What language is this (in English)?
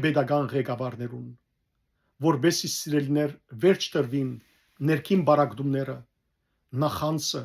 Western Armenian